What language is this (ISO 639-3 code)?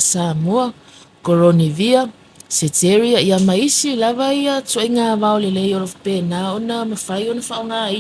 smo